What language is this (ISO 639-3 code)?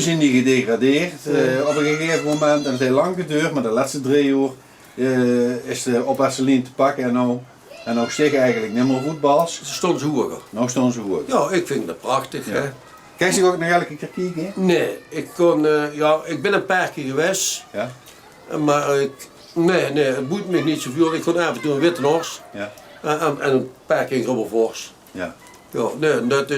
lim